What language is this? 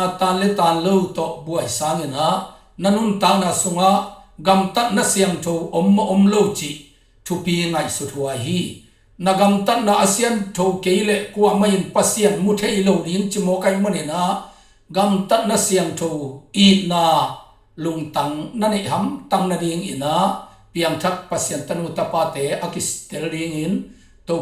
Tedim Chin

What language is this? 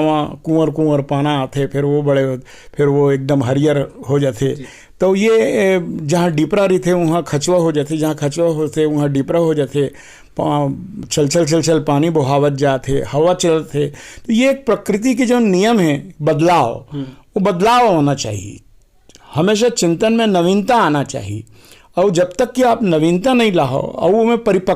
Chhattisgarhi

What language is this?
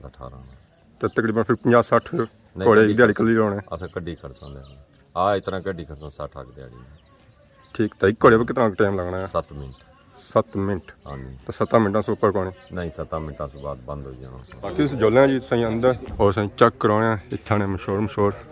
Pahari-Potwari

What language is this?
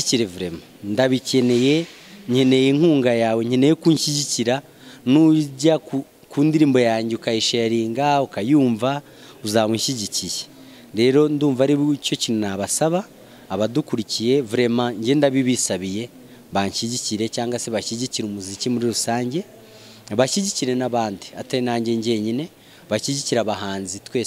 Kinyarwanda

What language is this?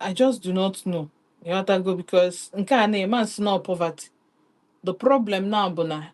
Igbo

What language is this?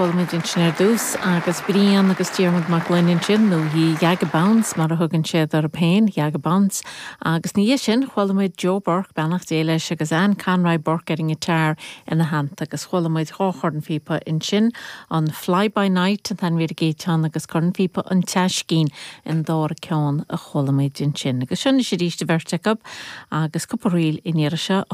Irish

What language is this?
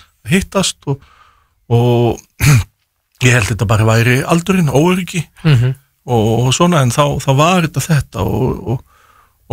Icelandic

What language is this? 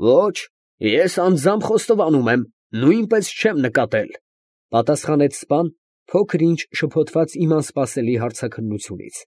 Armenian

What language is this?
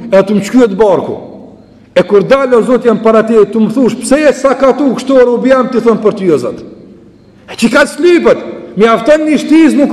Albanian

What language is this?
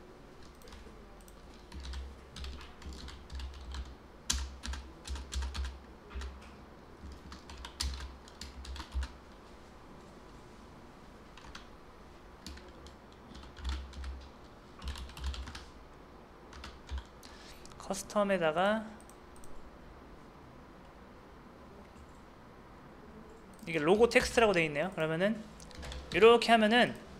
Korean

